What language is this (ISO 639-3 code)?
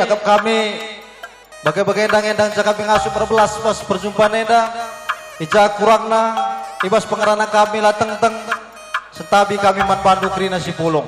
btx